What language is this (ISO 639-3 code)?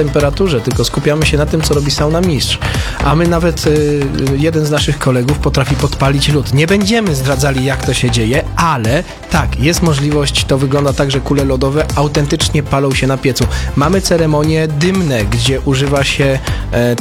pol